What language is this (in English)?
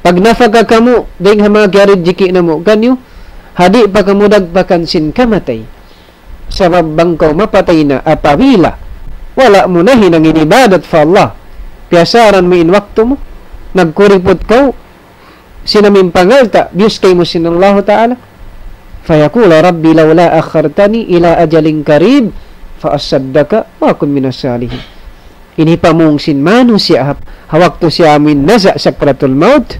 Tausug